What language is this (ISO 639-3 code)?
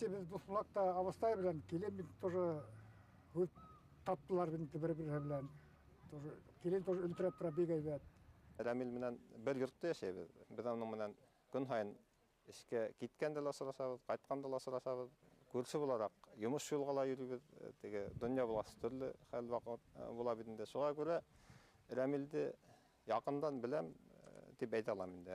bak